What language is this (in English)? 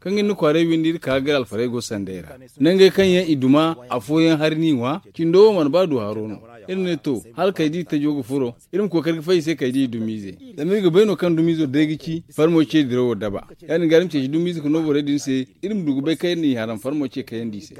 Zarma